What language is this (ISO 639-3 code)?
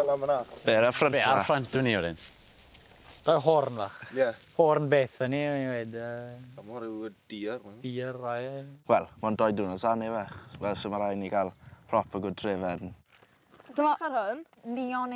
cym